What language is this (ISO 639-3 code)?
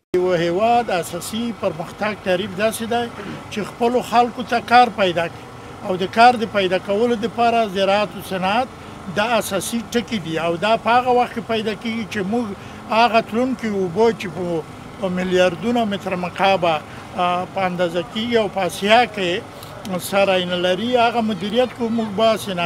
pus